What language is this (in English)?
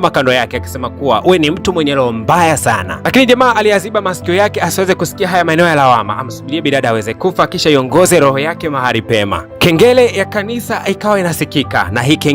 Swahili